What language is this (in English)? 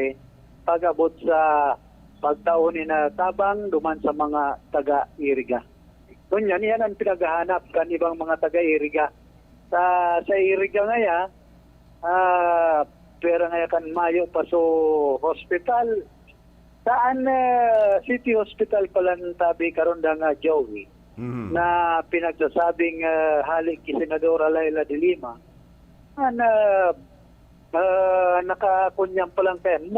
Bikol